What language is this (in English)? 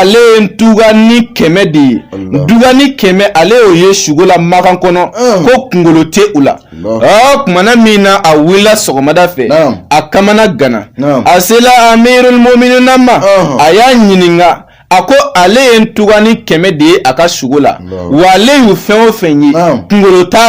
Bambara